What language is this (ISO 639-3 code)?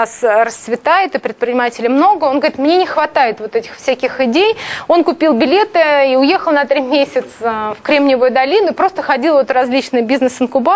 rus